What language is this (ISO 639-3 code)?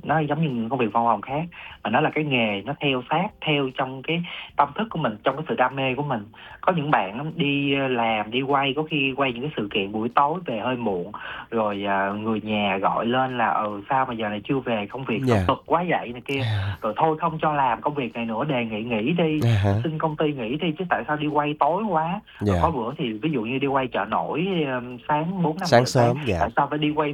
vie